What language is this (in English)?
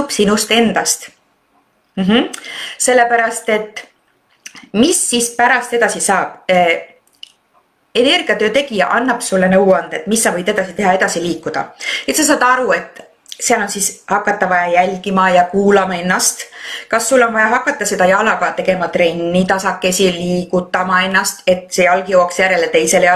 Estonian